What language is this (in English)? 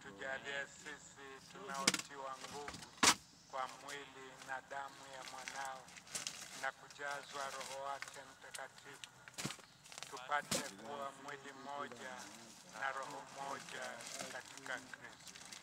Swahili